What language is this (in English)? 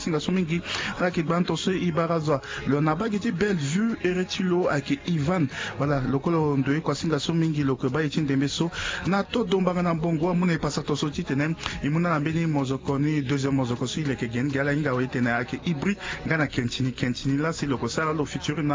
Sango